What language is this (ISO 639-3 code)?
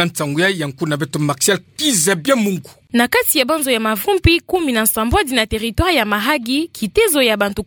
ktu